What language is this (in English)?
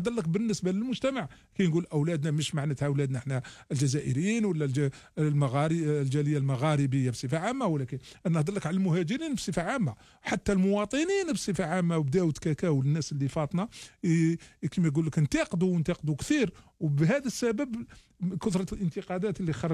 Algerian Arabic